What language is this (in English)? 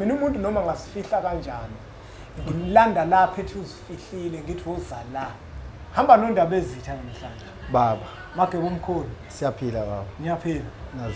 Zulu